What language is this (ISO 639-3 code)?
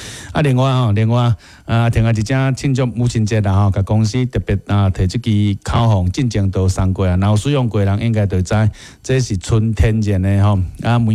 nan